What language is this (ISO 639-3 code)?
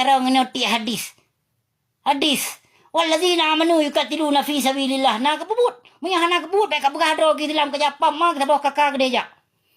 ace